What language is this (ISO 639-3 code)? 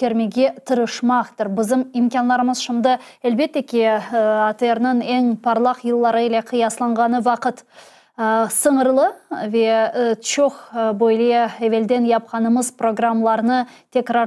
crh